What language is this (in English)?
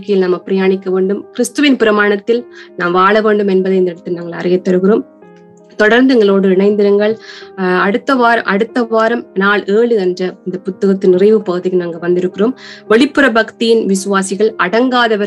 Tamil